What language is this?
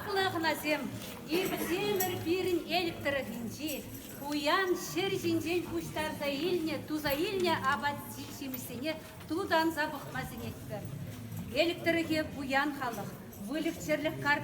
Chuvash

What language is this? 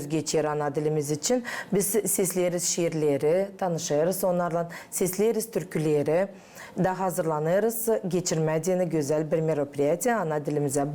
Gagauz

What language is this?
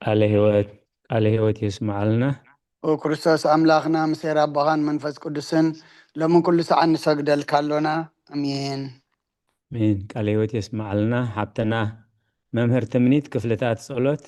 Tigrinya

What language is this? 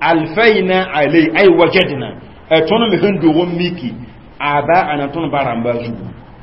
Mossi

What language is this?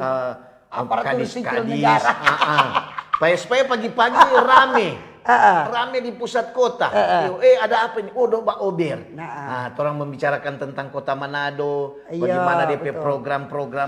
Manado Malay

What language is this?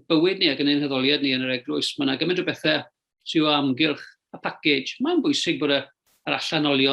Welsh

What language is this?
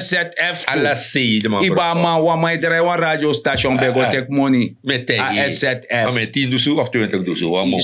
Sranan Tongo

